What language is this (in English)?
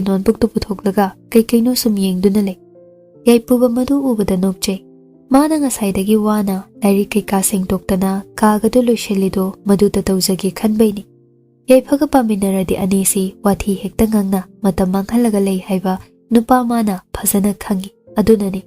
Manipuri